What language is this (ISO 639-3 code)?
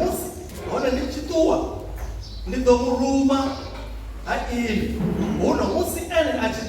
ven